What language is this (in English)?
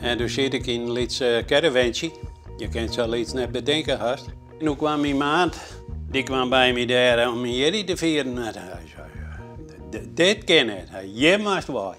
Western Frisian